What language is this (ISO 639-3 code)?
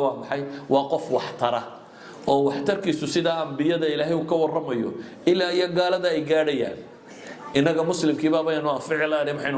som